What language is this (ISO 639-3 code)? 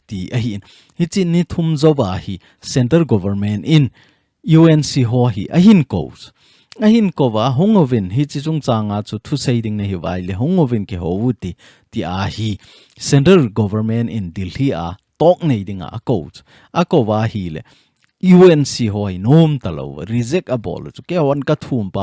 tcz